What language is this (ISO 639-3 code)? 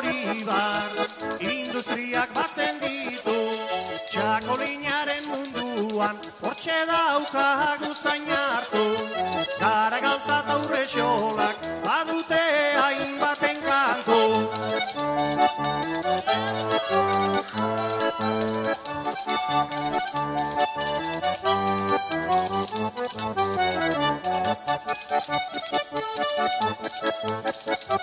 eus